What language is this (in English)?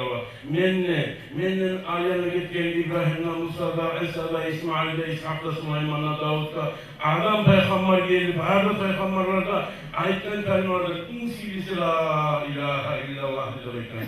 Kumyk